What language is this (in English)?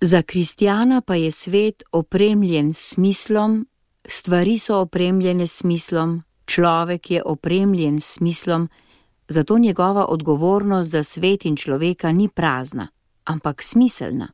Slovenian